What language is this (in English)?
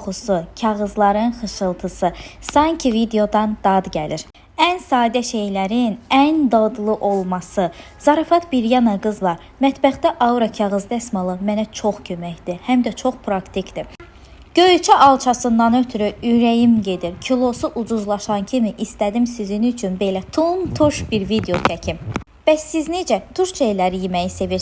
Azerbaijani